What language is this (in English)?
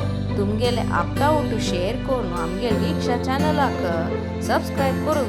Konkani